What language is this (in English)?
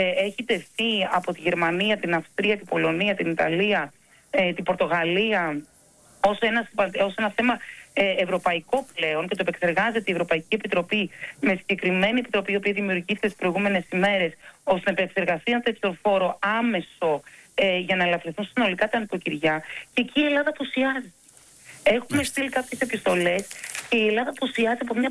Greek